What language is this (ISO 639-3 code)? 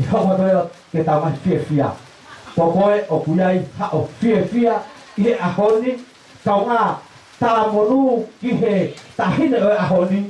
ton